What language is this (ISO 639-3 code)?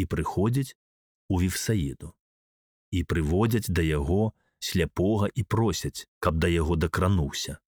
bel